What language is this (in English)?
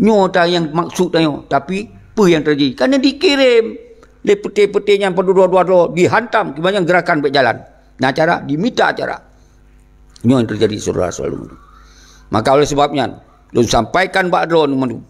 Achinese